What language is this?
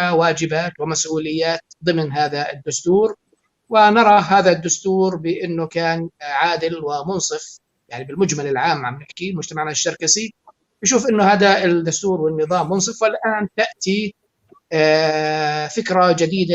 North Levantine Arabic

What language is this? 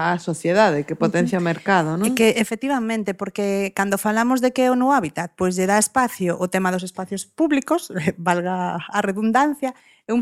Galician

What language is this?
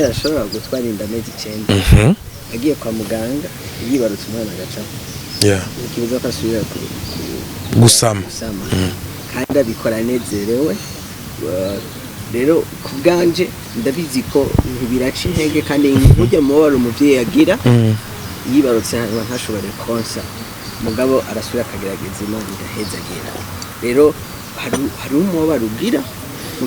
Rundi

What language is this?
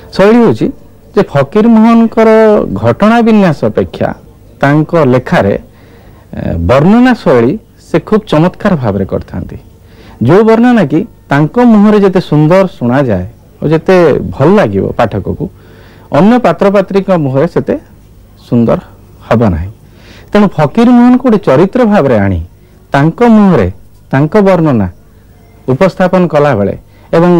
Odia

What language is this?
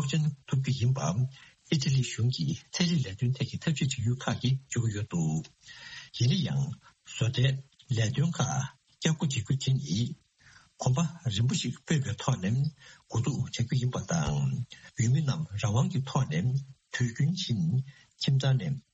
Tibetan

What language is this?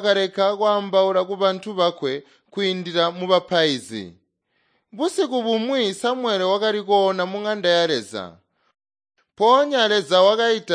Tonga (Zambia)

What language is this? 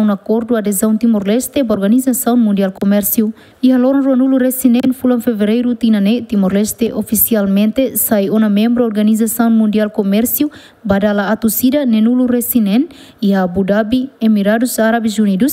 Tetum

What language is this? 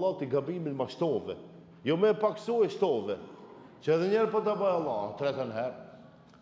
Albanian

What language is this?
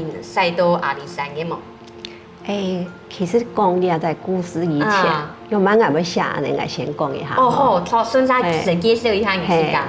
Hakka Chinese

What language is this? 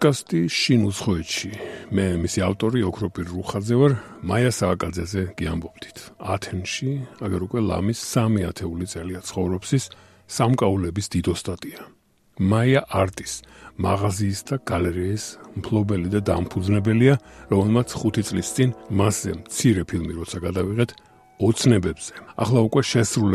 Georgian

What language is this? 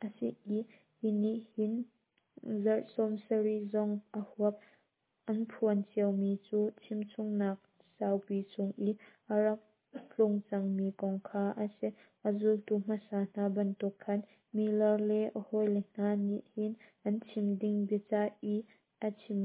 Hakha Chin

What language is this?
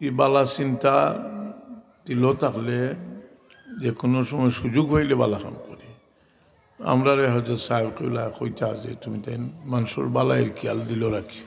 Sylheti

